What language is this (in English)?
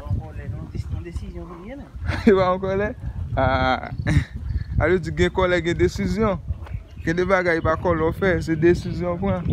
Haitian Creole